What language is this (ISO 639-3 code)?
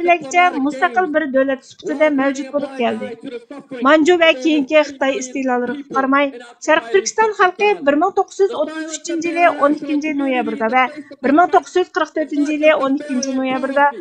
uig